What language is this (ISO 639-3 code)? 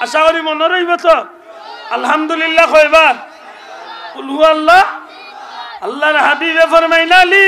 syl